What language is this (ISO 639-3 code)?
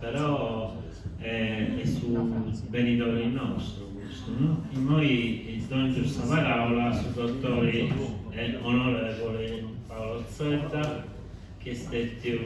srd